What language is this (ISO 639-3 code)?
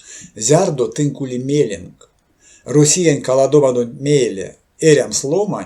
myv